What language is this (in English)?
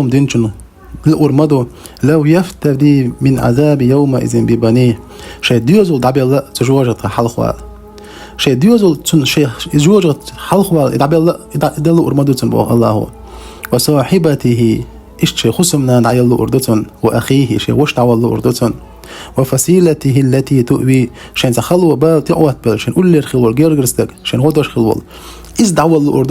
Chechen